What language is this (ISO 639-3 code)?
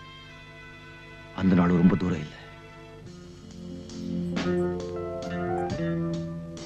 tam